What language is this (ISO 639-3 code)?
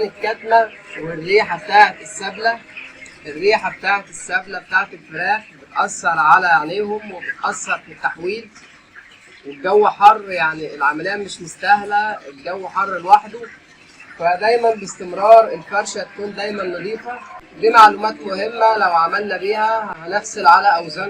arz